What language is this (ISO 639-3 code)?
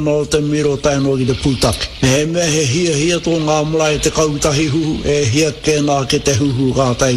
mri